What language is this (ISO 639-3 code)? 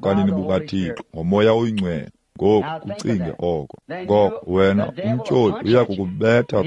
xho